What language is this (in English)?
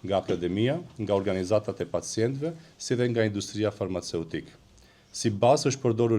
Albanian